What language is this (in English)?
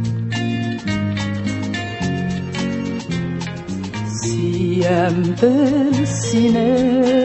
Tatar